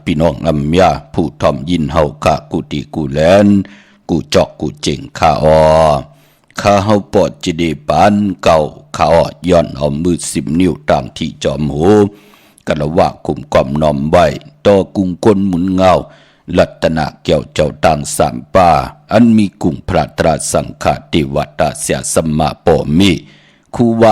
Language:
Shan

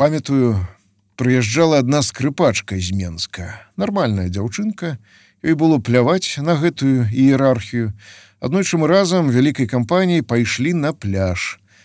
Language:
Belarusian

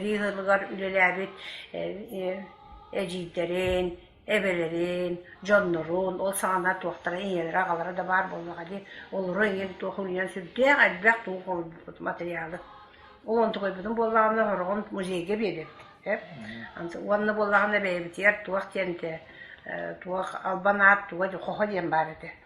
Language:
Yakut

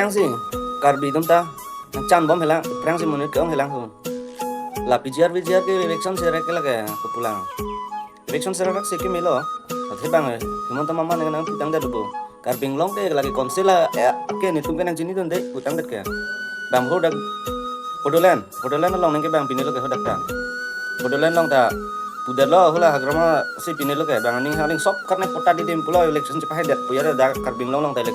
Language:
Karbi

